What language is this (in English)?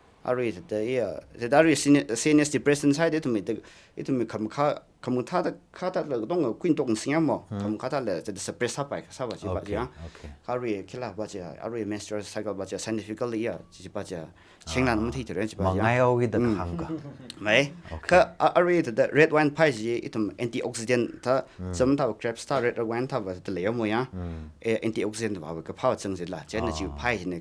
Tangkhul Naga (India)